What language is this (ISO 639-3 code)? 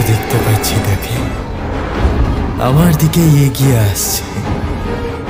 ben